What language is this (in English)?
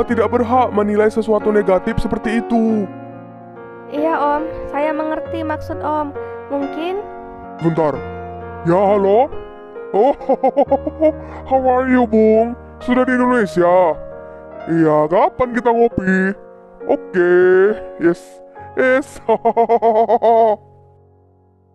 Indonesian